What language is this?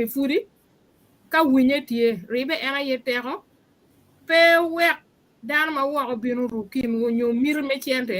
Acoli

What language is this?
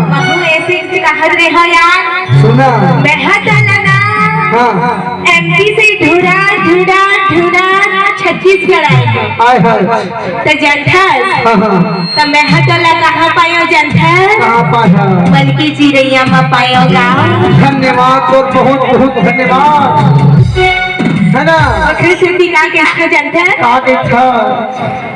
Chhattisgarhi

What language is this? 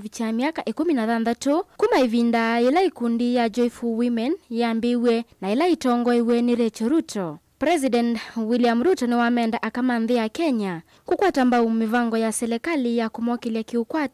Kamba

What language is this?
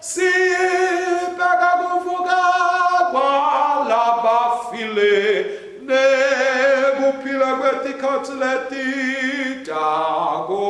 Swati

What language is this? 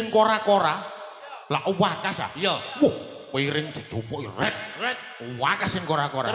Javanese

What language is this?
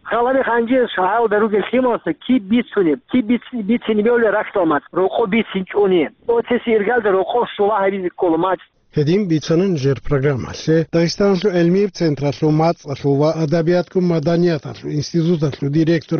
Avaric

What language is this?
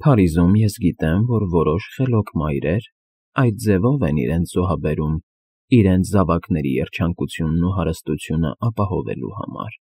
Armenian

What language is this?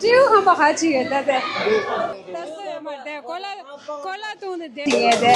Tibetan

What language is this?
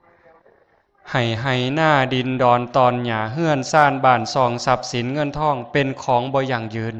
Lao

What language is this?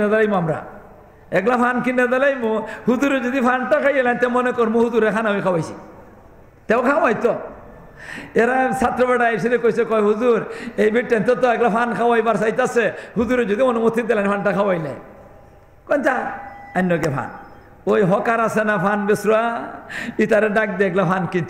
Sylheti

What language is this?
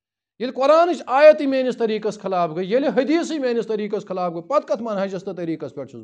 Kashmiri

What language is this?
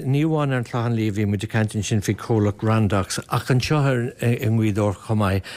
Irish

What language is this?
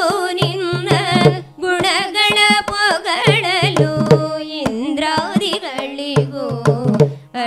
Kannada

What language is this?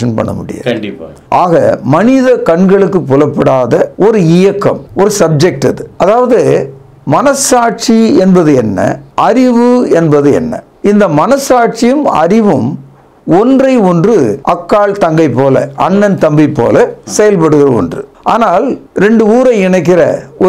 Tamil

